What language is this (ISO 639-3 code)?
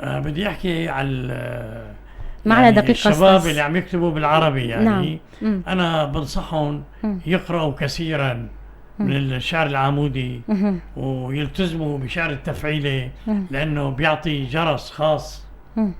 apc